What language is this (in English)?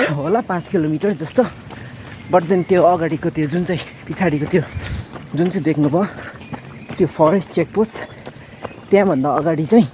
Nepali